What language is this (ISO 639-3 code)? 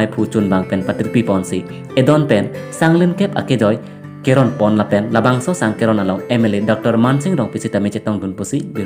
mjw